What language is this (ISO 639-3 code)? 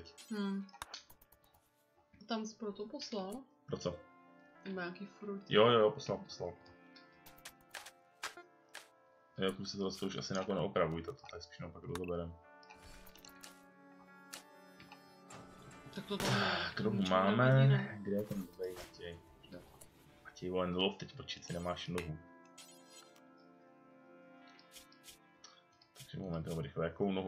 ces